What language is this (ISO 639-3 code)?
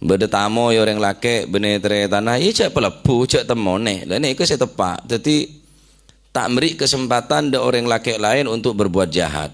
mad